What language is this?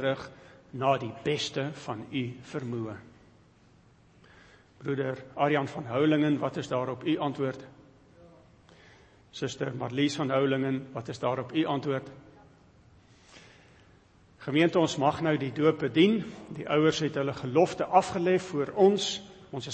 Afrikaans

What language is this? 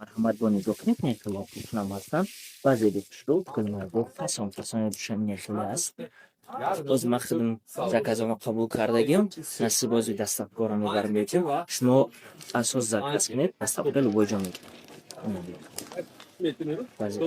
Tajik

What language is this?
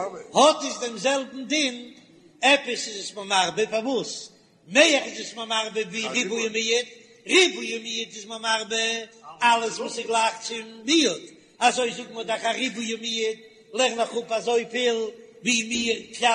Yiddish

